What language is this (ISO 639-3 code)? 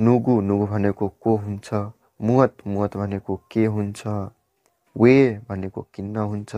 nep